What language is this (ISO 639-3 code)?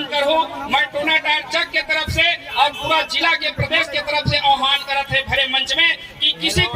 hne